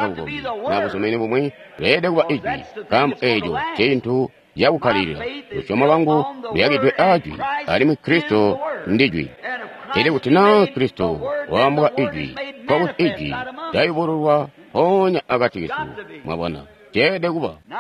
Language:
Tonga (Zambia)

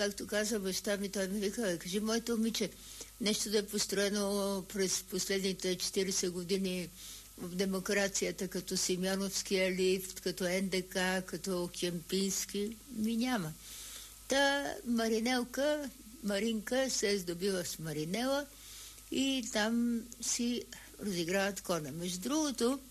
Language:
Bulgarian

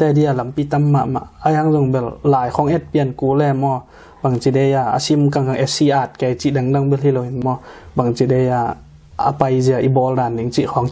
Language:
Tedim Chin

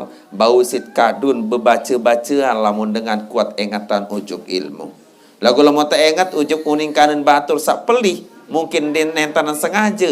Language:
Sasak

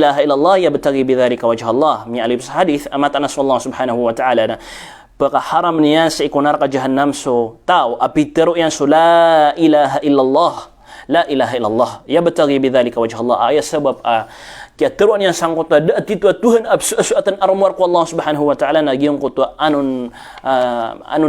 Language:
Maranao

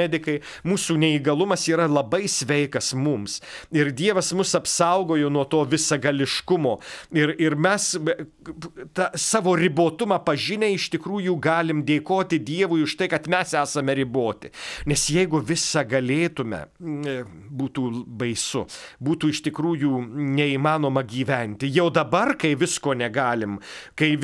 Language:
Lithuanian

